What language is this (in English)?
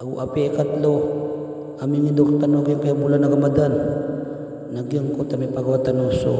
Maranao